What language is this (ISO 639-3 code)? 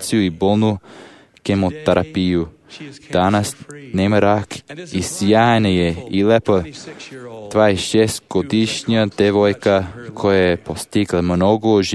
srp